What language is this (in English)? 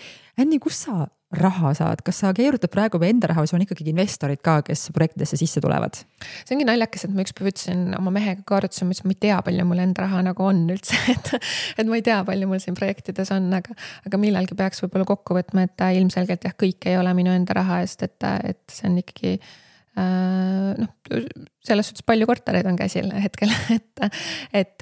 Estonian